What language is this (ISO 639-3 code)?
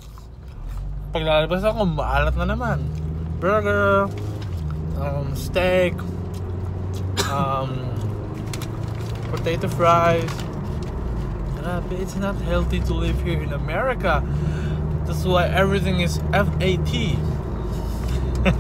fil